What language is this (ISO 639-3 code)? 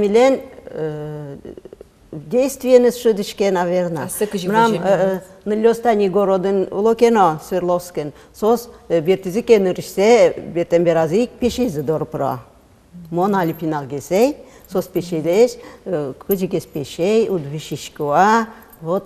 udm